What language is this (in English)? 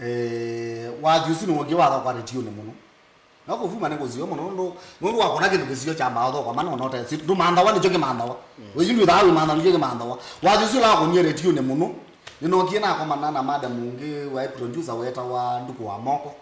Kamba